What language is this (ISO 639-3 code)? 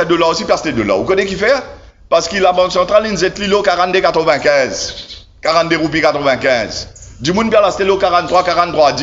mfe